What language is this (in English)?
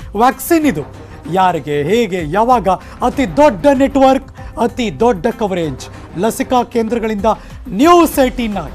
Kannada